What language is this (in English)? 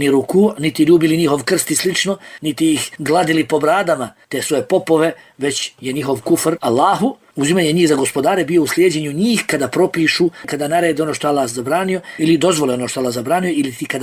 Bosnian